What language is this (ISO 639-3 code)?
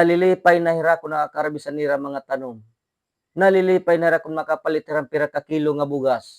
war